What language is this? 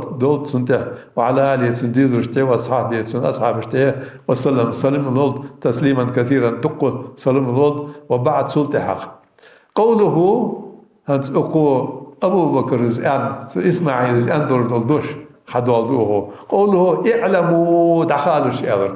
Ingush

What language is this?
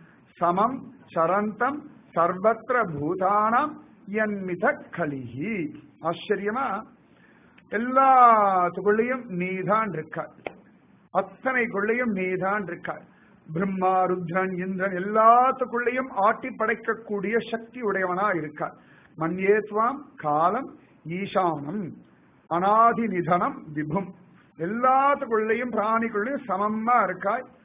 Tamil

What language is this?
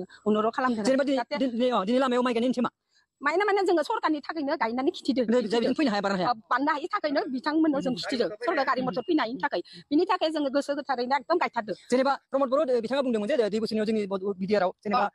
Bodo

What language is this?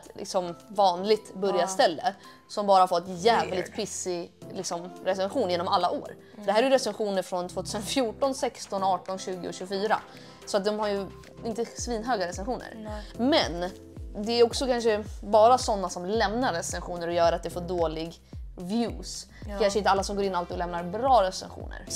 Swedish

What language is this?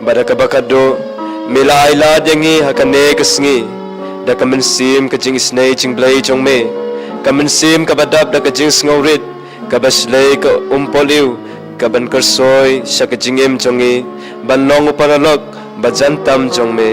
Khasi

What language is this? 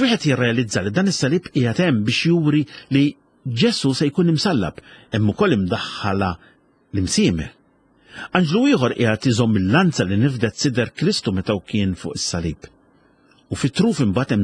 Maltese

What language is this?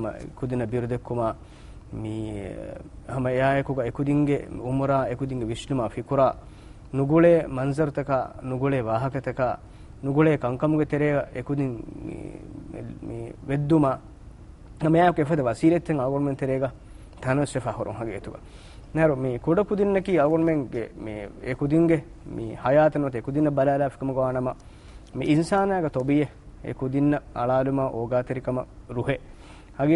Divehi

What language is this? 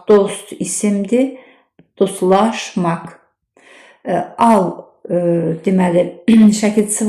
Azerbaijani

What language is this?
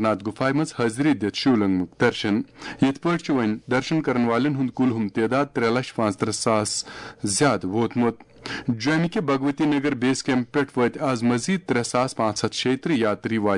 Kashmiri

